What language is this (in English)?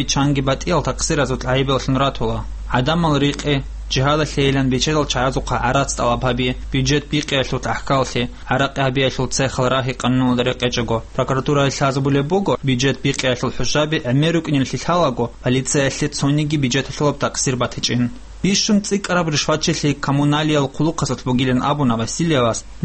Avaric